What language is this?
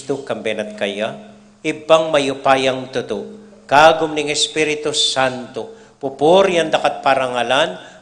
Pampanga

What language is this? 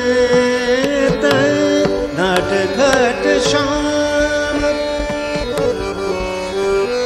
Hindi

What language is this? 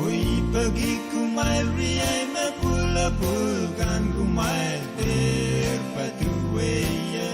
Pohnpeian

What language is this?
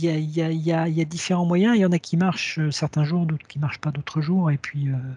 French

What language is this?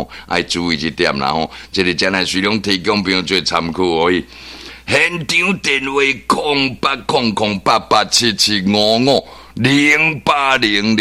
Min Nan Chinese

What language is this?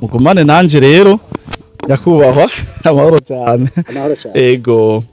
Rundi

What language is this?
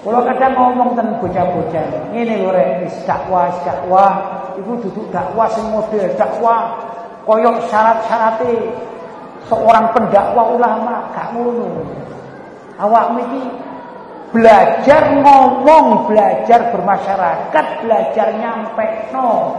Javanese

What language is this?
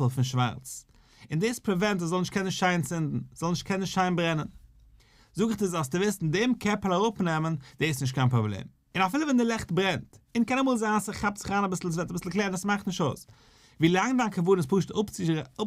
Yiddish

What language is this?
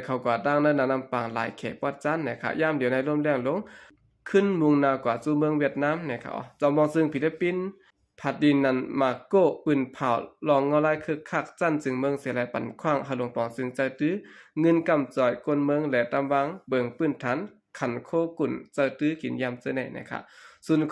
Shan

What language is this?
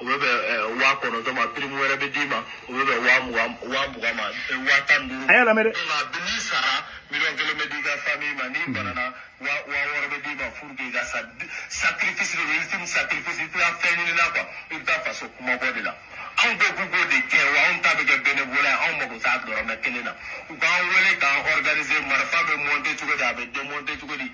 Bambara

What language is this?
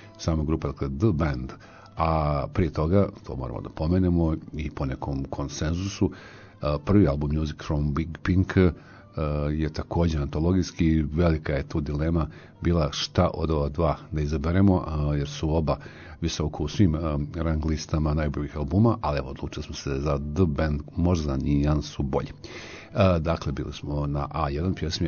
Serbian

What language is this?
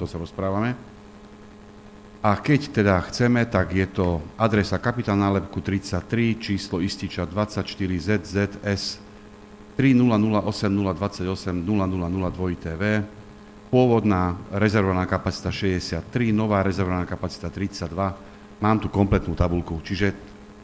Slovak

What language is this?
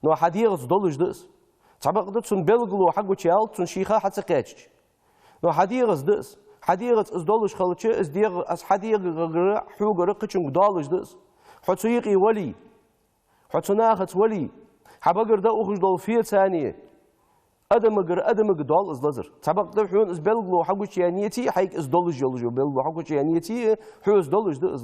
Ingush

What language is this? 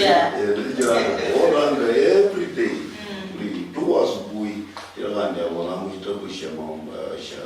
Luyia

